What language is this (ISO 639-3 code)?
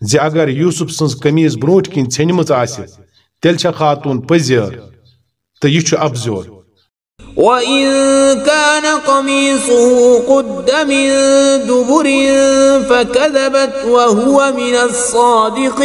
kas